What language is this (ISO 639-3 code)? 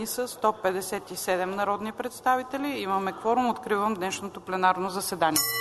bul